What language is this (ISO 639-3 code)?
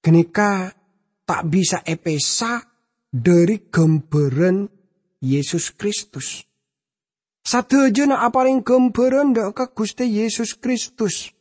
mad